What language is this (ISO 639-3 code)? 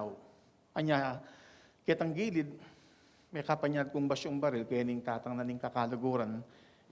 pam